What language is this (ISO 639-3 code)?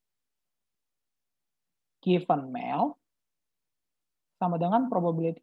ind